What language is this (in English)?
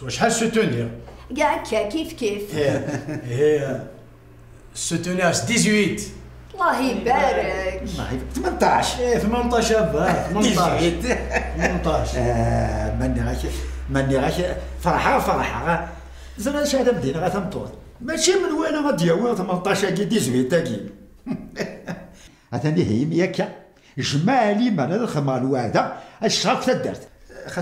Kabyle